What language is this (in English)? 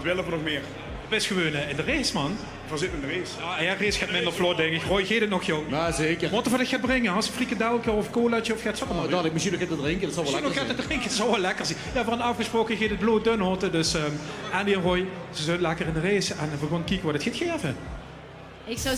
Limburgish